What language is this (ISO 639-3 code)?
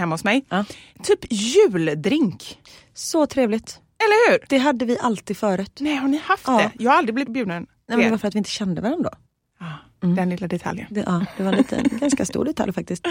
swe